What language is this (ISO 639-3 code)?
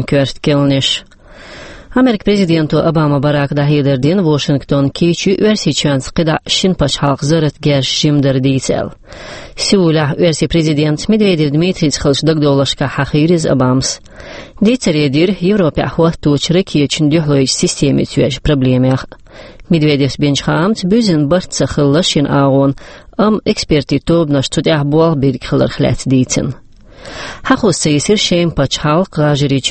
che